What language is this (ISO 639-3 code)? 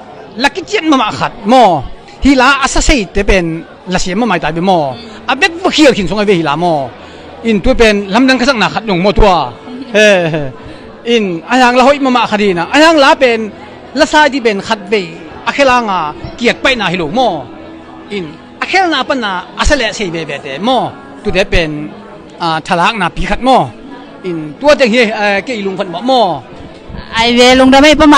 ctd